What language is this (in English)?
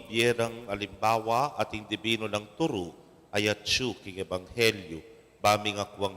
Pampanga